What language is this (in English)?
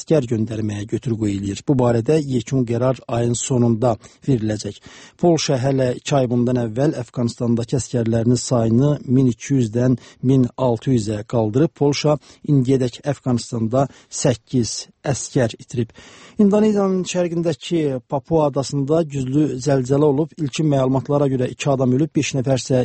Azerbaijani